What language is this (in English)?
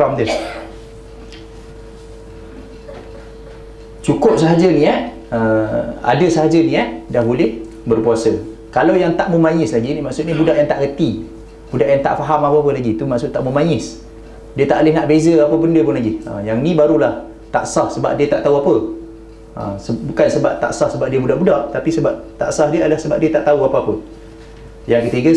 Malay